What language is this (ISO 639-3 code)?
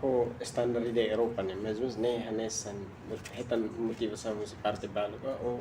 tet